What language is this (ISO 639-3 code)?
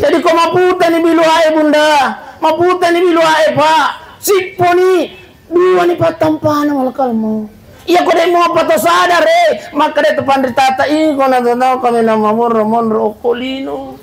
bug